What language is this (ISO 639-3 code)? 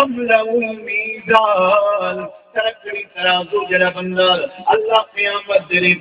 skr